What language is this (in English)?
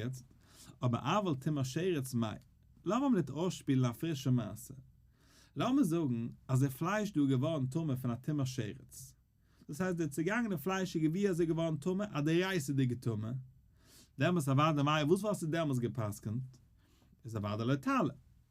Yiddish